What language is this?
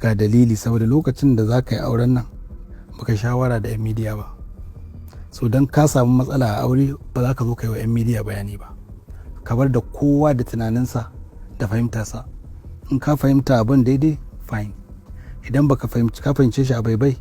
Hausa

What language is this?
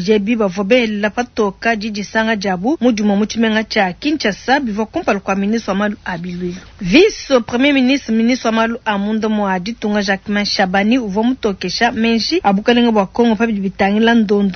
Luba-Lulua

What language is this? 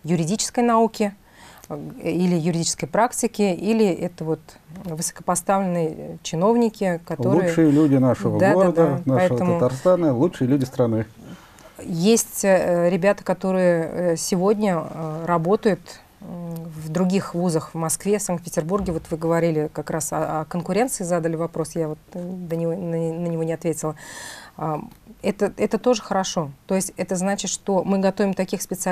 Russian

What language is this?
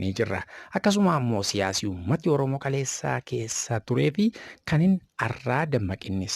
Oromo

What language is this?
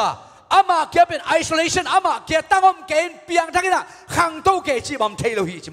Tedim Chin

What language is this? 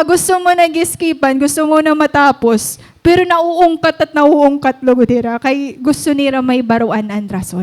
Waray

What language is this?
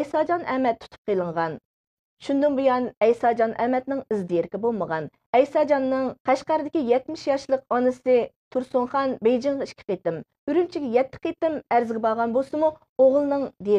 Uyghur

